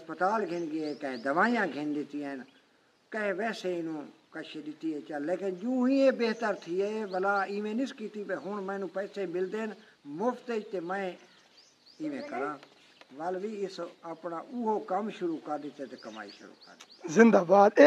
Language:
Saraiki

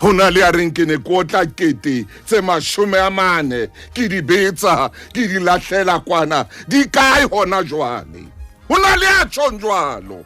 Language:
Southern Sotho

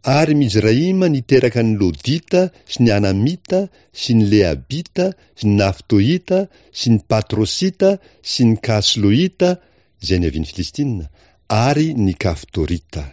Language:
Malagasy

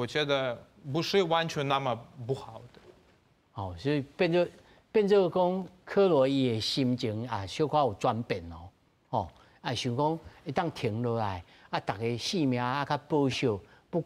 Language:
Min Nan Chinese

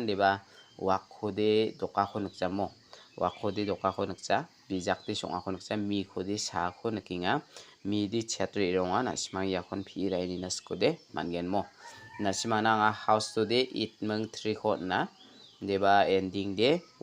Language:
Garo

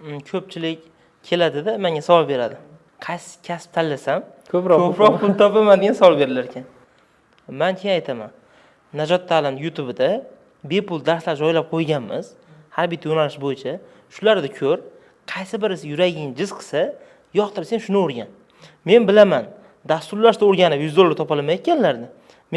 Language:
Uzbek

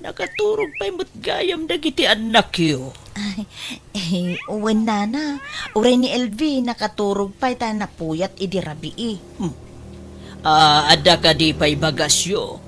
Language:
Iloko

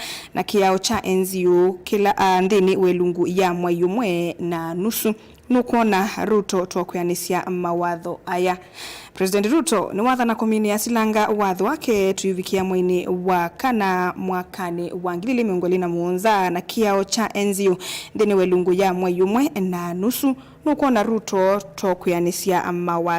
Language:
Kamba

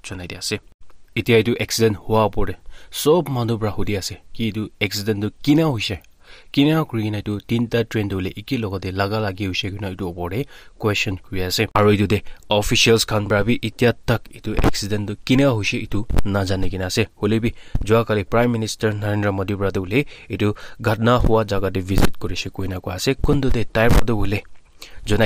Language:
Naga Pidgin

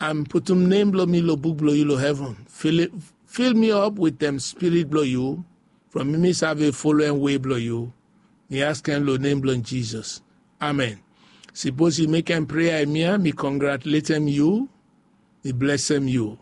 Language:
Bislama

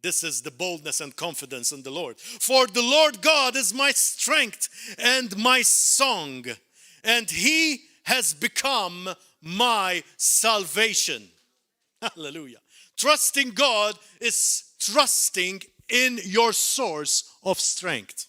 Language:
English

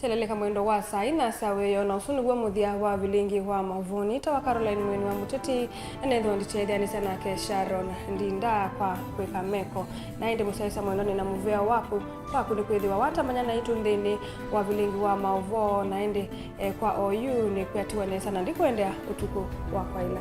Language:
Kamba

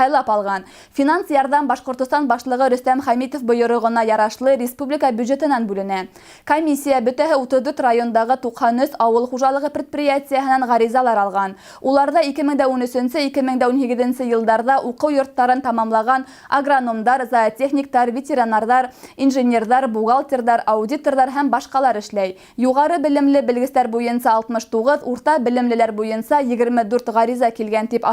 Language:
Bashkir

